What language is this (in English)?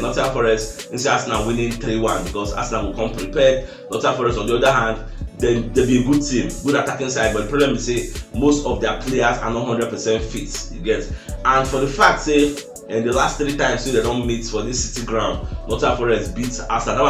Nigerian Pidgin